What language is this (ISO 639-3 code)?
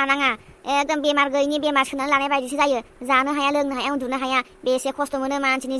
brx